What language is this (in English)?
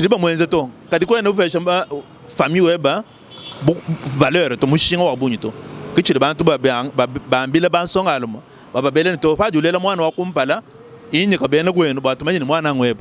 Luba-Lulua